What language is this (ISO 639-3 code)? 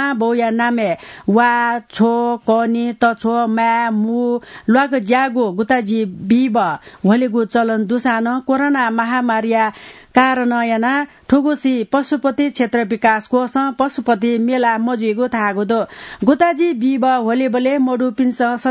new